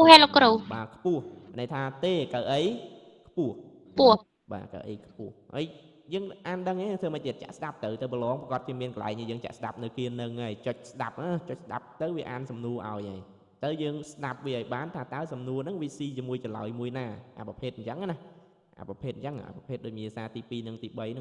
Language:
Khmer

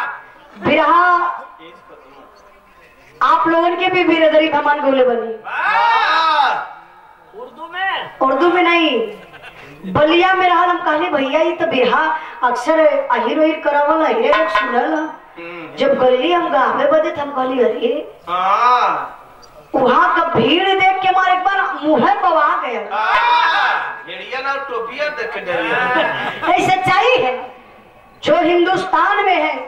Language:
Bhojpuri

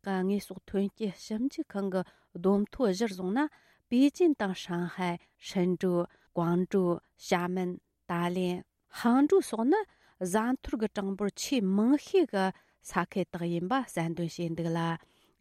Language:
Tibetan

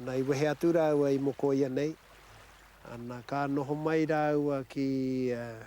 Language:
Māori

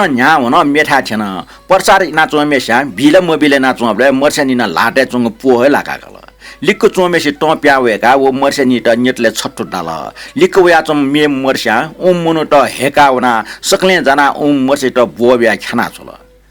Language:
Newari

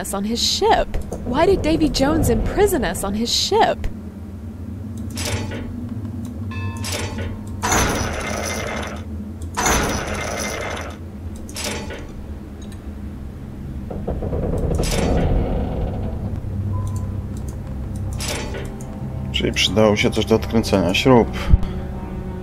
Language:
Polish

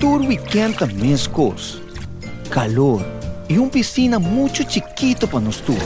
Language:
Papiamento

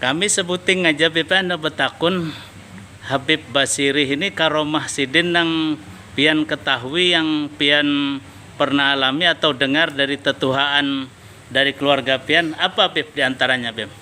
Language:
Banjar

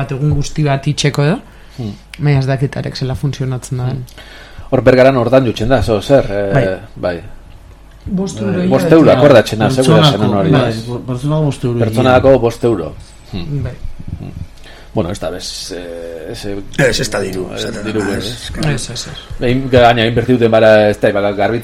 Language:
Basque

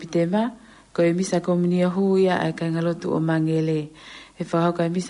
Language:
Tongan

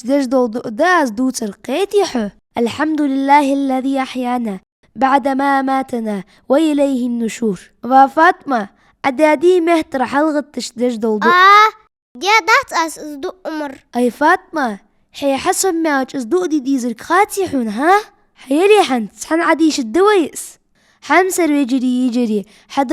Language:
Ingush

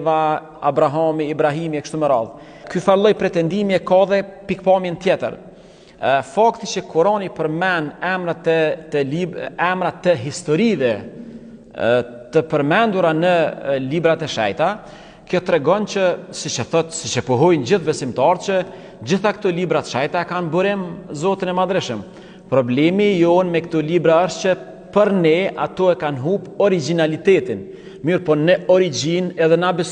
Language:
Albanian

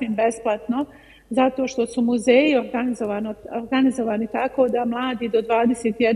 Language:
Bosnian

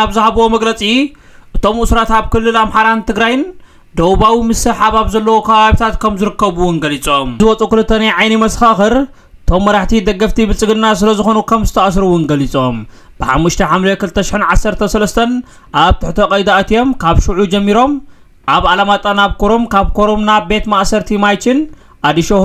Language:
Tigrinya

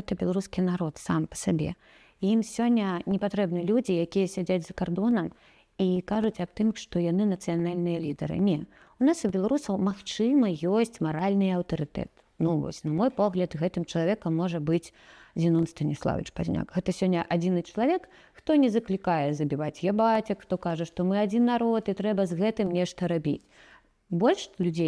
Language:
Belarusian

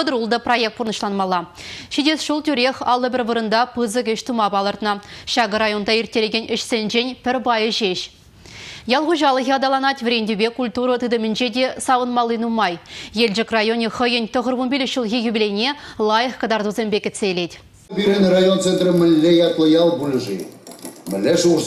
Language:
Chuvash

